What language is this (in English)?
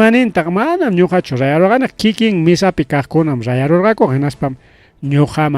Ayacucho Quechua